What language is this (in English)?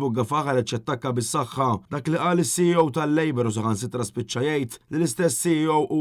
Maltese